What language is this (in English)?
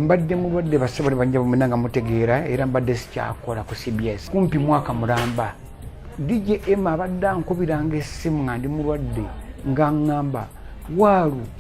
Ganda